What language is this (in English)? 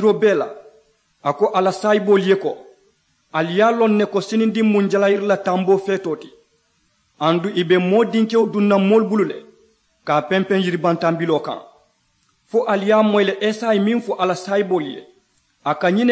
Mandingo